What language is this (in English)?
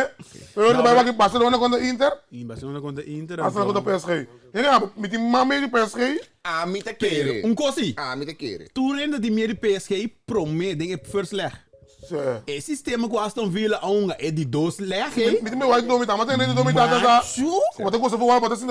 Papiamento